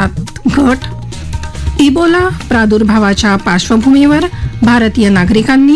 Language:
Marathi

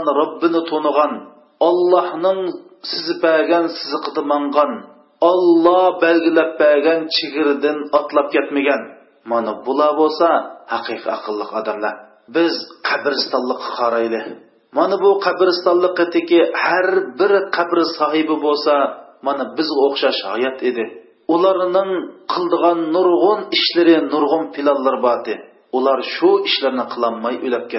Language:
Uyghur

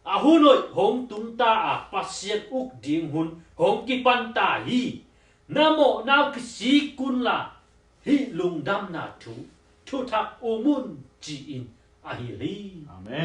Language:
Tedim Chin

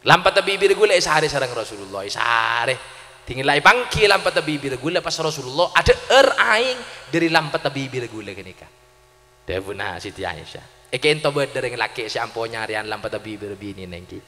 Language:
Madurese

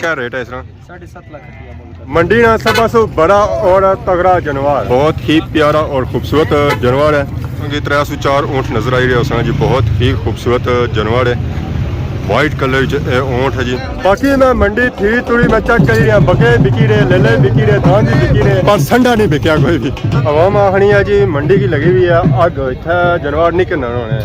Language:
Pahari-Potwari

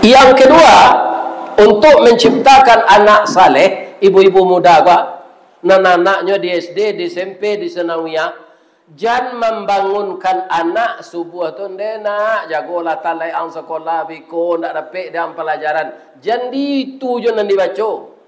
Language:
Minangkabau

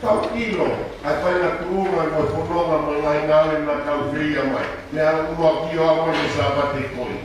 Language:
Tongan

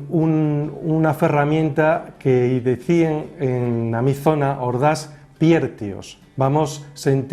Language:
Asturian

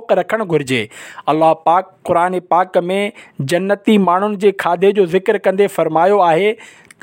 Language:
Sindhi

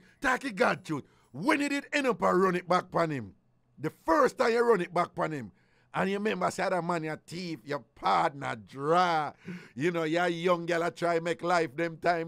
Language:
Jamaican Creole English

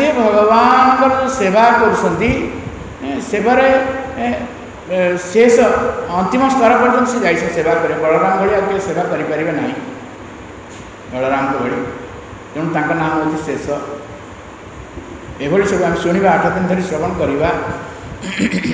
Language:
Odia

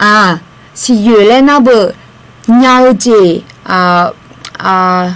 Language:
Akha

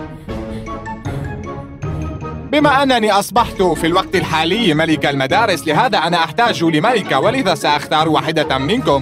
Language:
Arabic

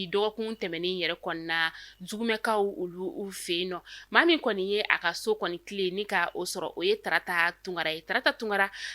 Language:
Bambara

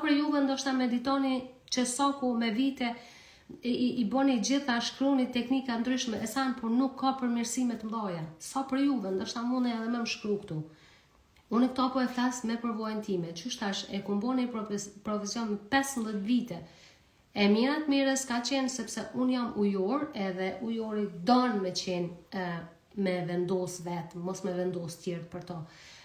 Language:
Albanian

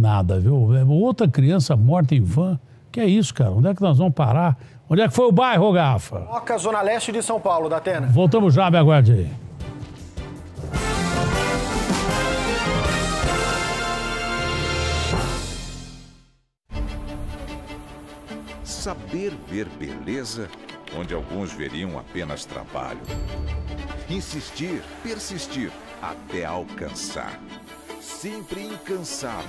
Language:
Portuguese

